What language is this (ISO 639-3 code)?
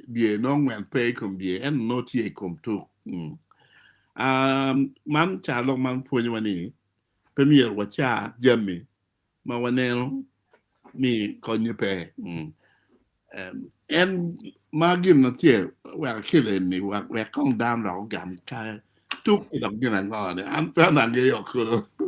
ach